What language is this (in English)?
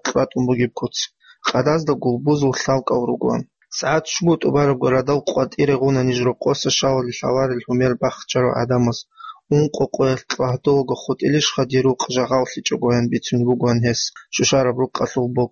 Avaric